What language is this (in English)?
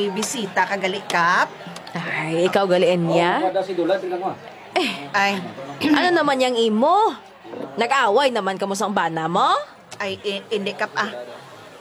Hiligaynon